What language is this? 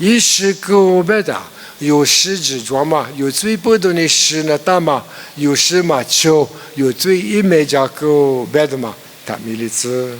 Lisu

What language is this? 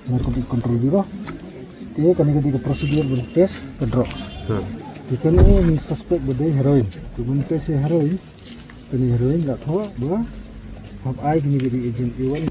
Khasi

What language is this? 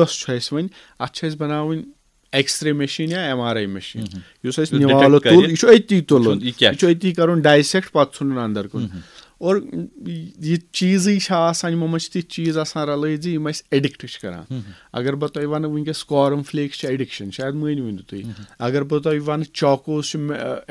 Kashmiri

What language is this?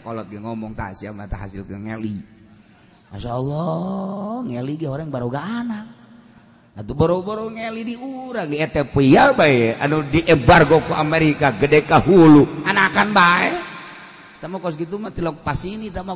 Sundanese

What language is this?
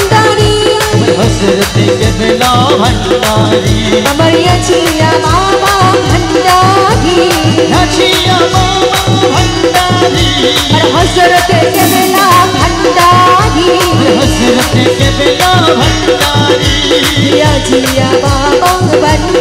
Bangla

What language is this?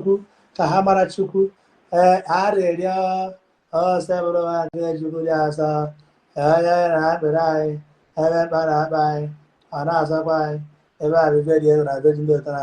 Igbo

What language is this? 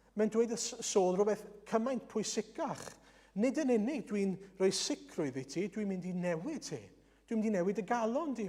Welsh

